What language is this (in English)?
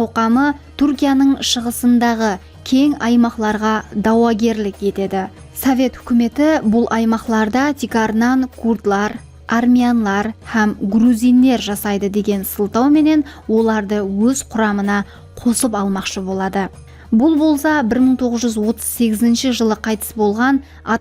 Kara-Kalpak